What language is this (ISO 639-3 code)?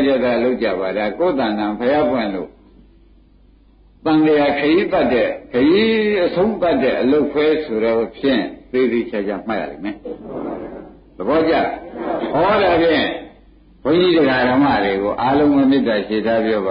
mya